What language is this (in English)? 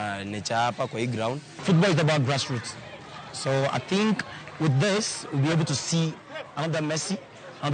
Luo (Kenya and Tanzania)